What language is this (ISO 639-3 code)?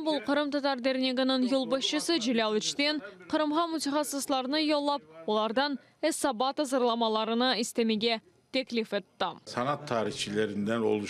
crh